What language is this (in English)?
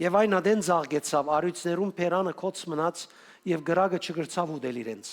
Western Armenian